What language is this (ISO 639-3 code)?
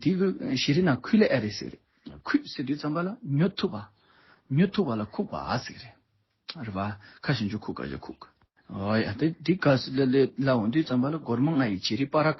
bod